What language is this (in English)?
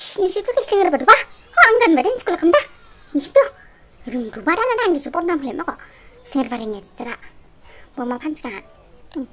Dimasa